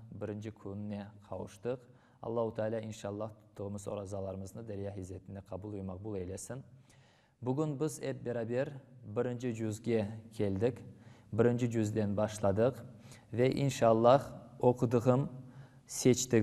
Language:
Crimean Tatar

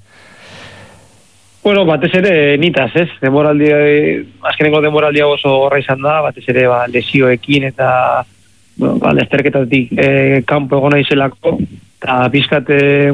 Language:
Basque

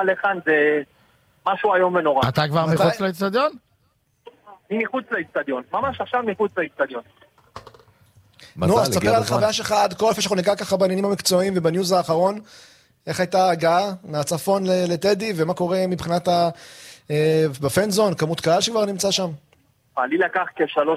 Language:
Hebrew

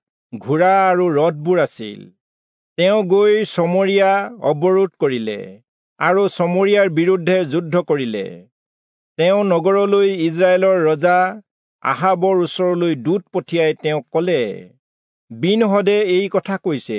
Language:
Assamese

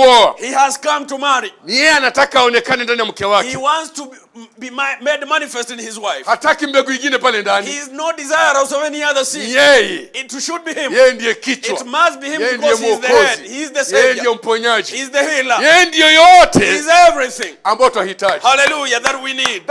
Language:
Swahili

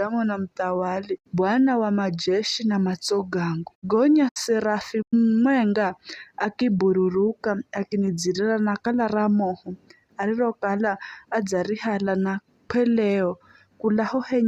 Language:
Giryama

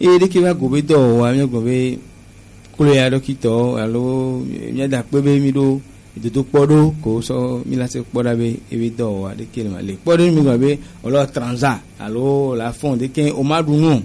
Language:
Gen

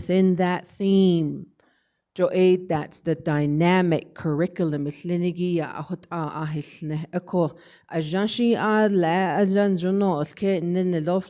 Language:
Navajo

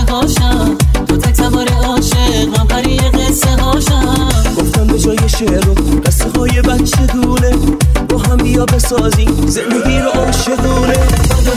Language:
Persian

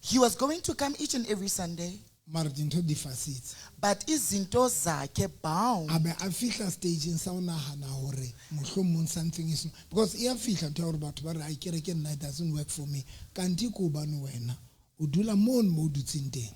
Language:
Southern Sotho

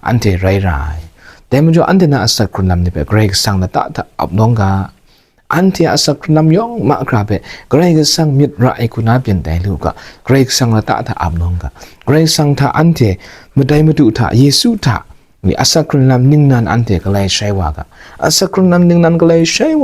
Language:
Kachin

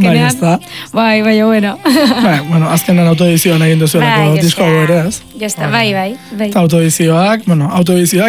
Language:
Basque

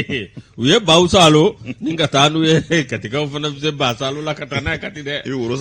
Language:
Bambara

